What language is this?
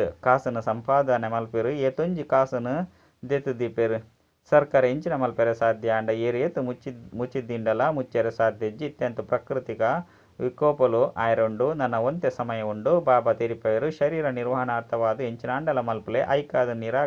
Tulu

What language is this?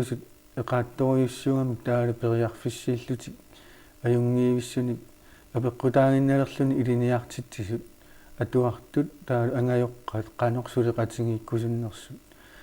Kalaallisut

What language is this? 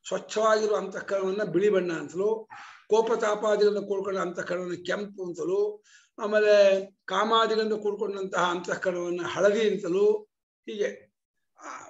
Kannada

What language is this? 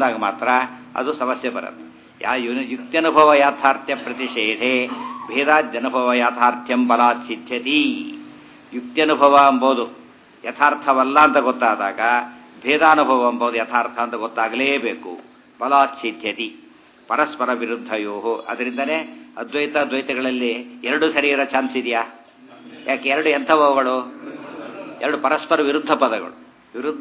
Kannada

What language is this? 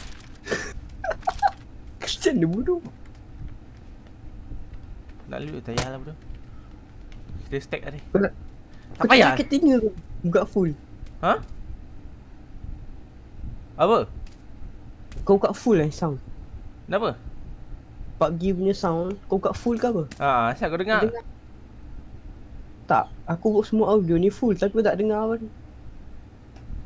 Malay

